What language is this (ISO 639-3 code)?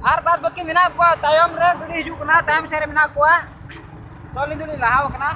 sat